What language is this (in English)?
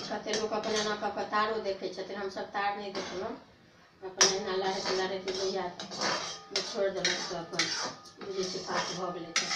Maithili